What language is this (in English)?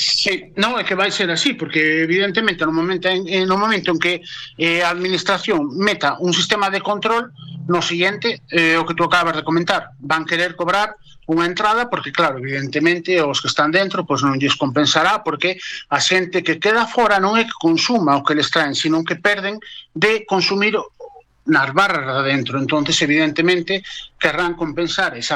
Galician